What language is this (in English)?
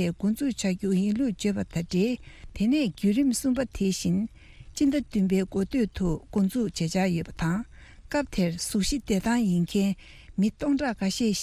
Tibetan